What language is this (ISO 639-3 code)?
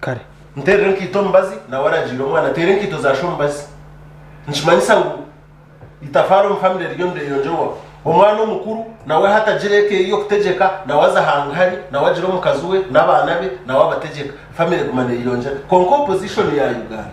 nyn